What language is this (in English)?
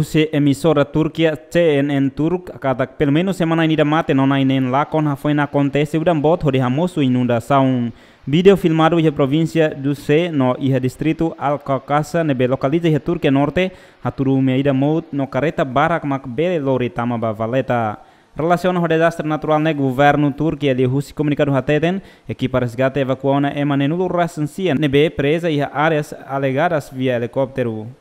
Tetum